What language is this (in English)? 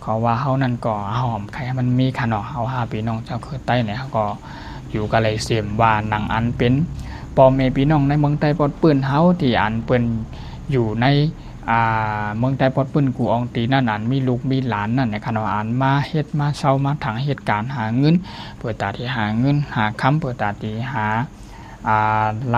Shan